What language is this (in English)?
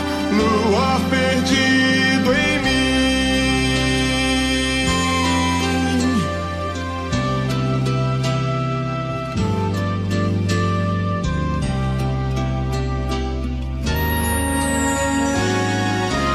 Portuguese